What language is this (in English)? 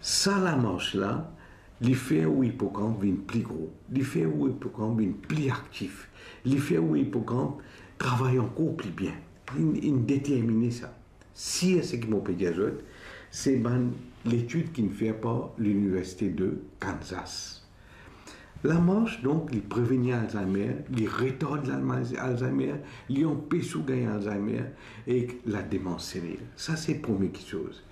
Morisyen